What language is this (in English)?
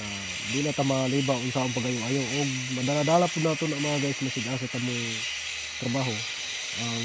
Cebuano